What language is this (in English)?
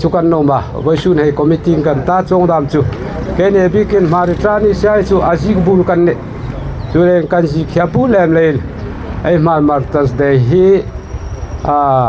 Hmar